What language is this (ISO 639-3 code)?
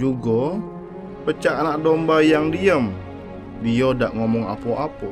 mui